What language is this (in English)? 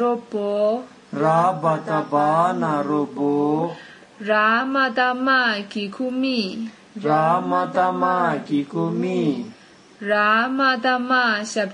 Serbian